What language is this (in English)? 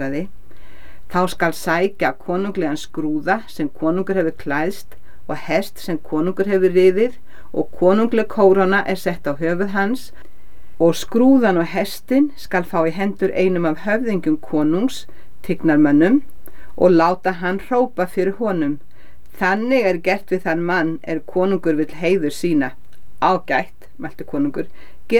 Icelandic